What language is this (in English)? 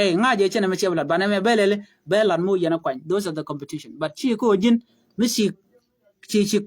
Nuer